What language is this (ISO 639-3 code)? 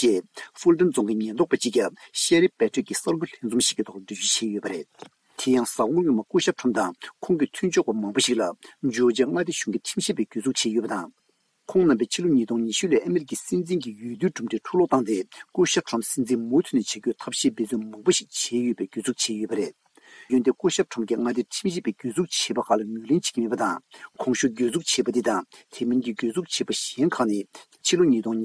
bod